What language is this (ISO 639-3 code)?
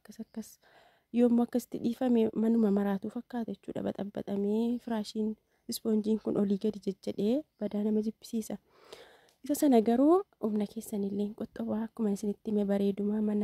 orm